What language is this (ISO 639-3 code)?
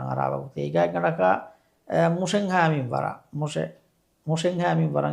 div